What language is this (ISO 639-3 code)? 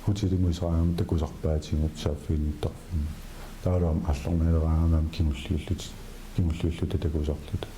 kal